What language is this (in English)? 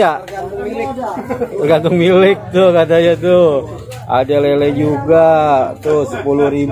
Indonesian